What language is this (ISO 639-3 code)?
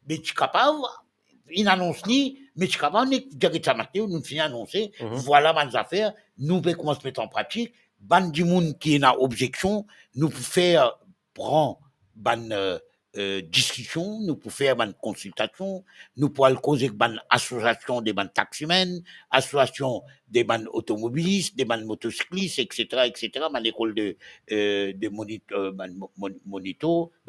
mfe